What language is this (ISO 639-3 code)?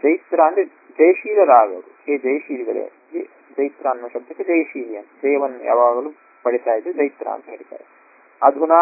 kan